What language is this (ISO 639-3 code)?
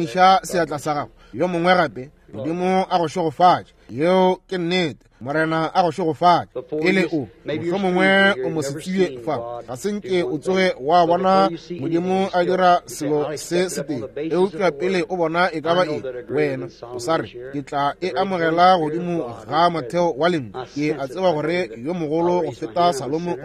nso